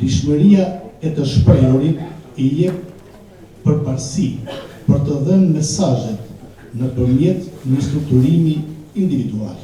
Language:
Albanian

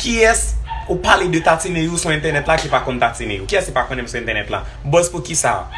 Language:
Haitian Creole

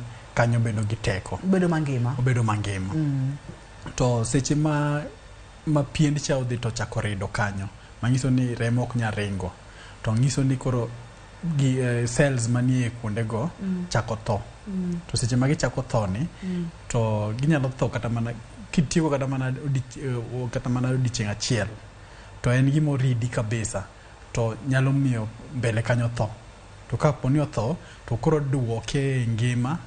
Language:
Luo (Kenya and Tanzania)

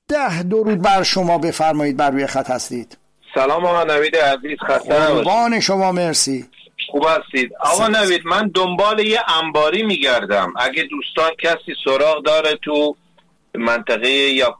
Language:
Persian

